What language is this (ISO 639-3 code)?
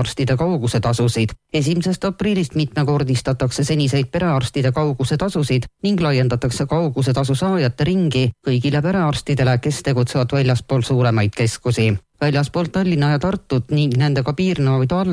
est